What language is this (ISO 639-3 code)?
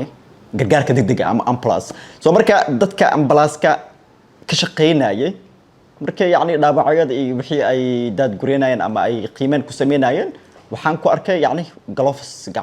som